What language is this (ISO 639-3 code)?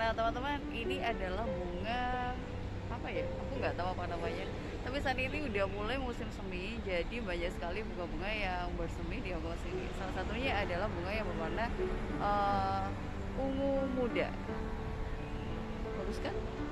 ind